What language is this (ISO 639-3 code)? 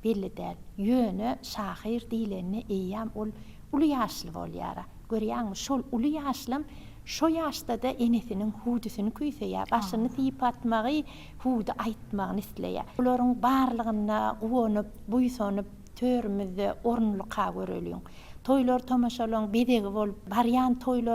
tuk